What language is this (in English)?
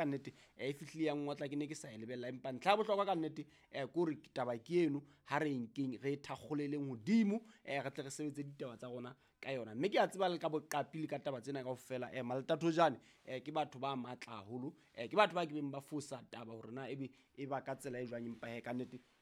Southern Sotho